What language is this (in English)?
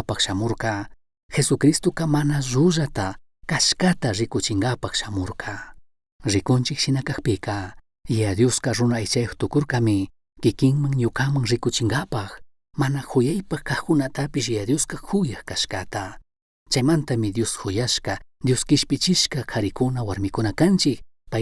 Chimborazo Highland Quichua